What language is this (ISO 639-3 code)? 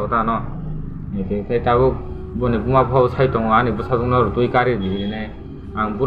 trp